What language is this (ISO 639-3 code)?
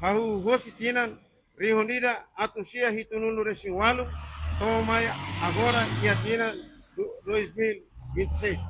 tet